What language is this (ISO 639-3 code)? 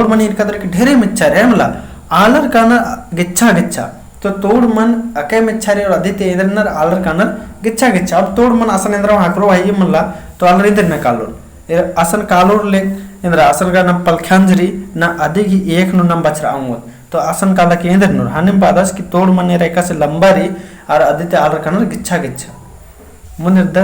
kru